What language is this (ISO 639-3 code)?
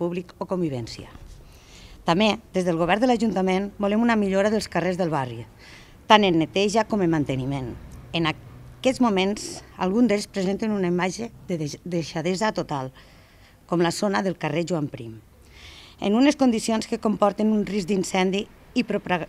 cat